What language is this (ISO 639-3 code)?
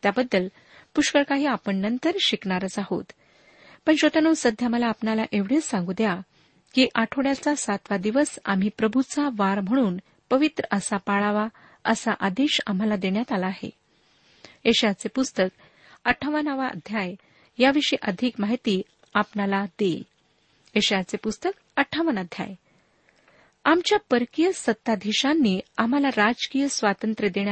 mar